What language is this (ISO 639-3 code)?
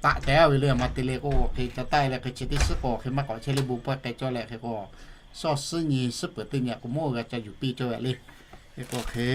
lhu